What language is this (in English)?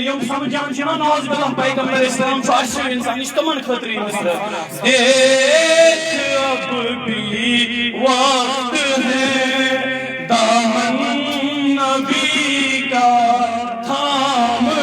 Kashmiri